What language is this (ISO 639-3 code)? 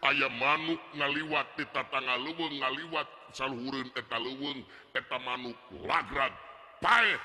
sun